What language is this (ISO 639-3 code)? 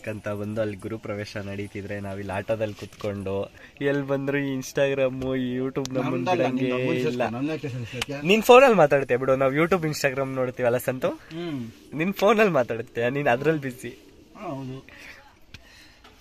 kan